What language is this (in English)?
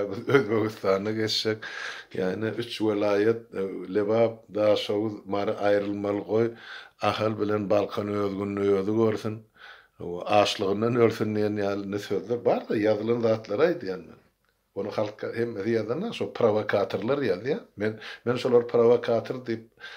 Turkmen